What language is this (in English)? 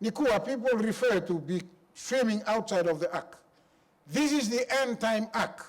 Fijian